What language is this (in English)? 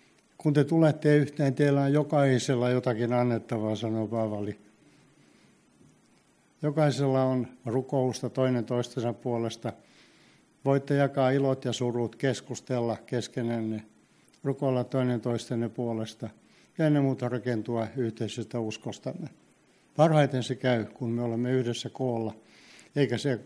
Finnish